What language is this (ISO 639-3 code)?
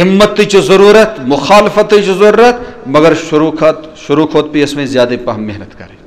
kas